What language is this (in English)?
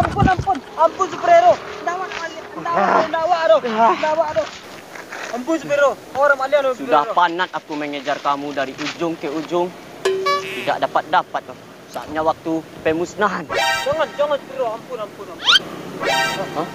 Minangkabau